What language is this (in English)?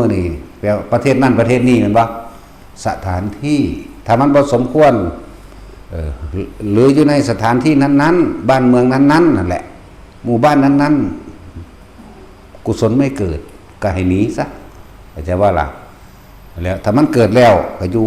Northeastern Thai